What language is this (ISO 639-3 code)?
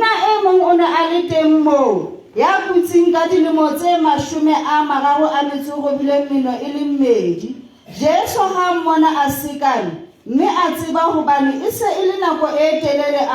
sot